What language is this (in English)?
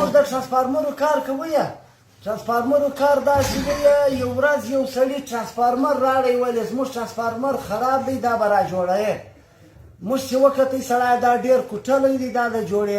Pashto